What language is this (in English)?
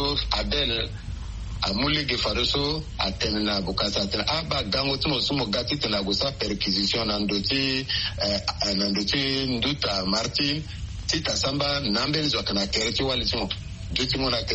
Sango